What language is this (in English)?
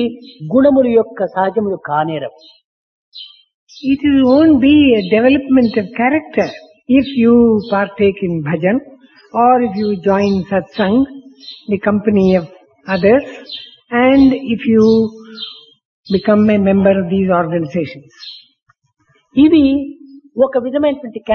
Telugu